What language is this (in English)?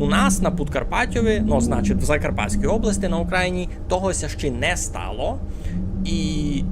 Rusyn